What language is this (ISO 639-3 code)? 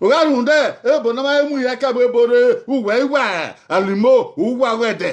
bin